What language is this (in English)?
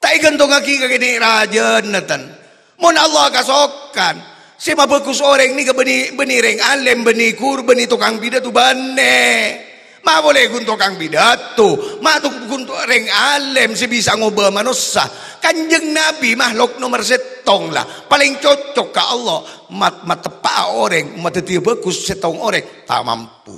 Madurese